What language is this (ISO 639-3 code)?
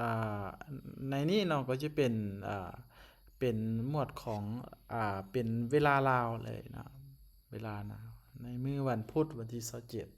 lao